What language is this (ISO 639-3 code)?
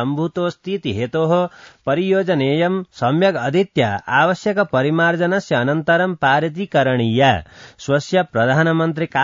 san